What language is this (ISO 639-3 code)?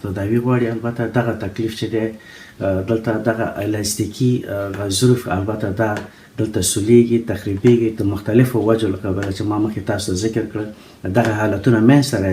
pus